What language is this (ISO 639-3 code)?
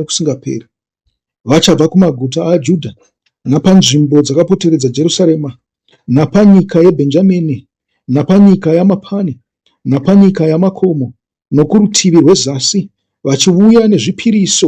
sna